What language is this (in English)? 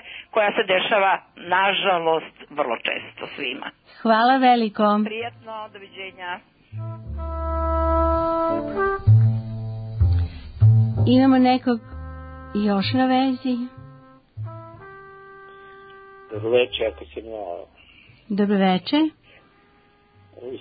Serbian